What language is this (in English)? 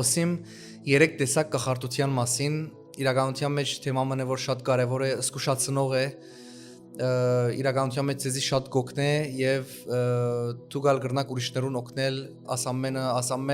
Western Armenian